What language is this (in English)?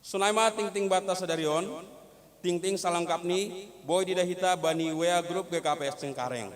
Batak Simalungun